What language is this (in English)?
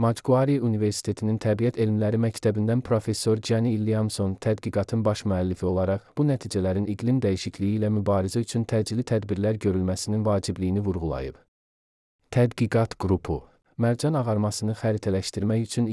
Azerbaijani